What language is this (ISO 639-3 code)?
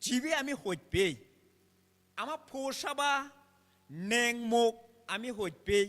ccp